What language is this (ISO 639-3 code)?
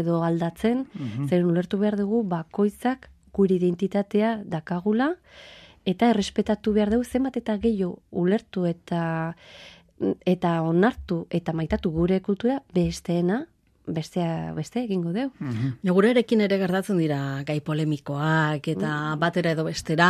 eus